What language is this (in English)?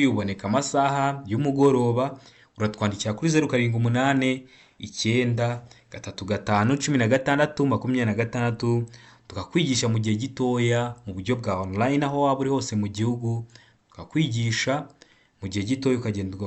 Kinyarwanda